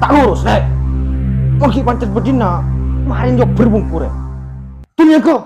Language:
Madurese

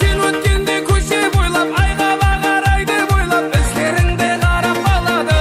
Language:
Kara-Kalpak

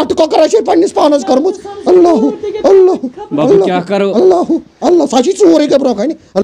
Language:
Kashmiri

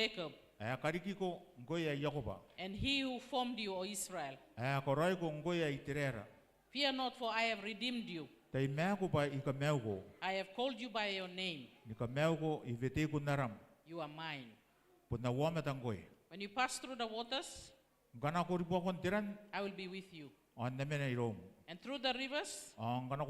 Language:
Gilbertese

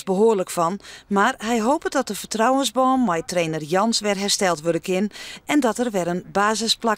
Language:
Western Frisian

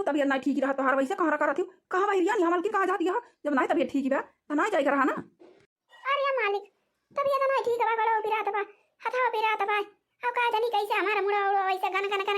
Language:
Awadhi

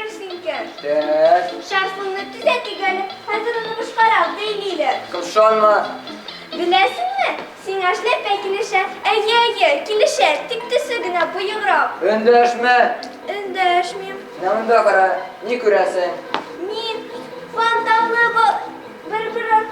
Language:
Tatar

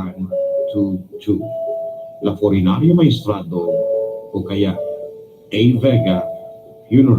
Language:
Bikol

